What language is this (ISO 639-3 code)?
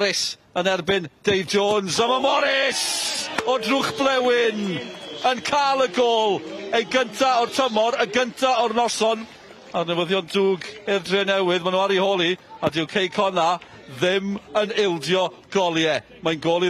cym